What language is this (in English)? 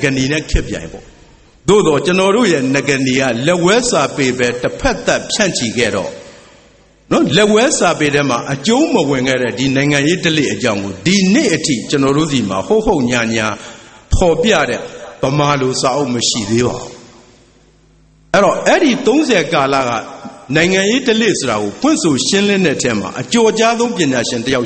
Burmese